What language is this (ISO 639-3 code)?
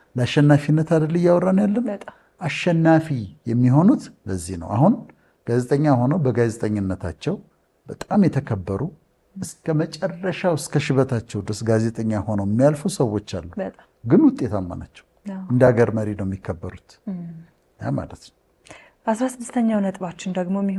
amh